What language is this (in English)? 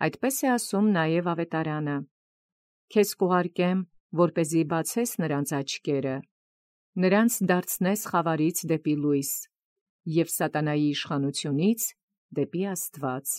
Armenian